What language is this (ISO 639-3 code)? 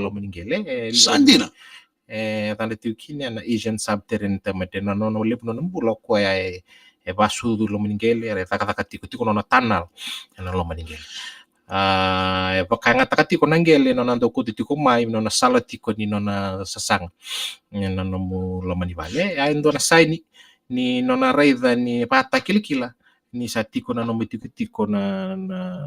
fij